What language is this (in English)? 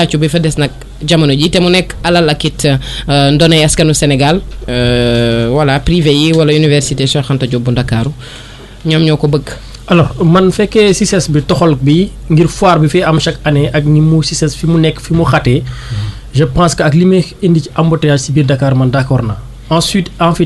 Wolof